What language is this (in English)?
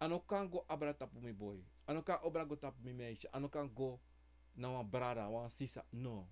Sranan Tongo